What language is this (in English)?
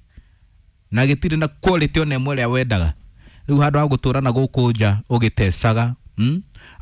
Kikuyu